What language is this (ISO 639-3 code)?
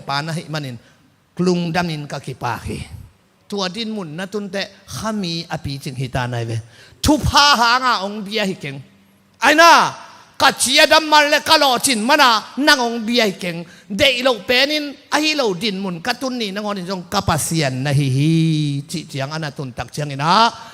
ctd